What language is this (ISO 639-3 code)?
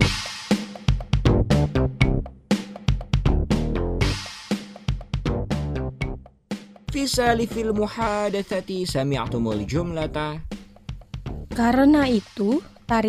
ind